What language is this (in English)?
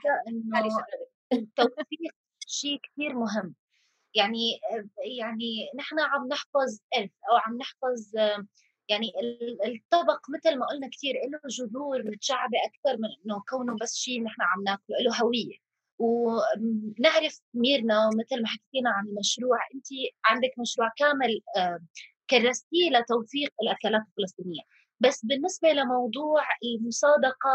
North Levantine Arabic